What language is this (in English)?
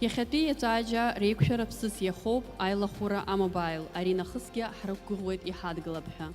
Abkhazian